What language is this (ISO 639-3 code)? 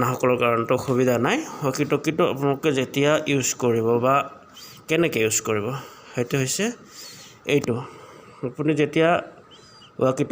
asm